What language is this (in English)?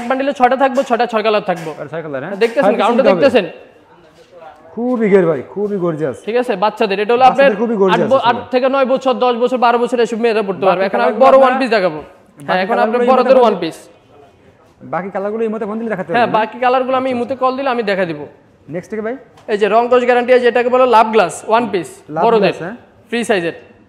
Bangla